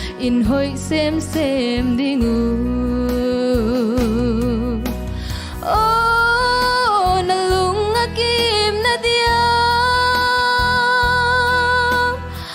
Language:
Tedim Chin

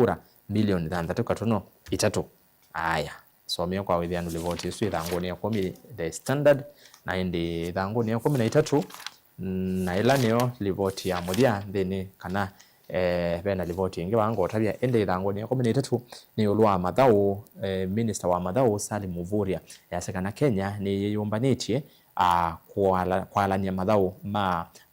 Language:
Kamba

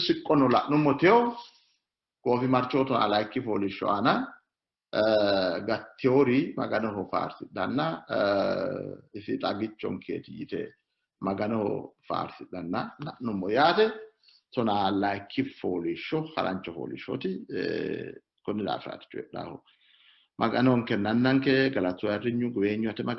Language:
Sidamo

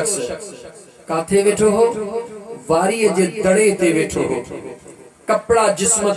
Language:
Sindhi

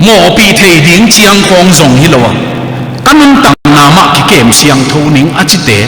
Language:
Tedim Chin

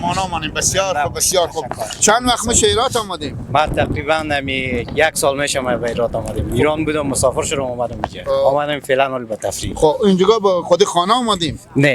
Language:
Persian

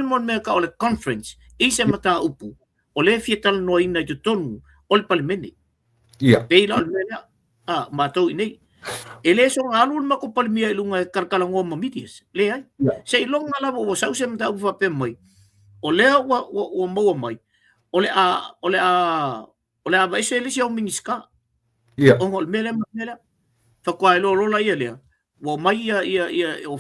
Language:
Samoan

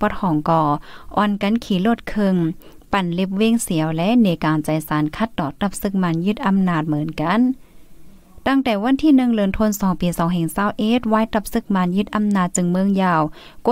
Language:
Shan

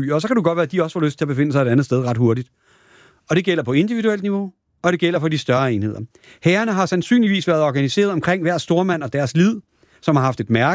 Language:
Danish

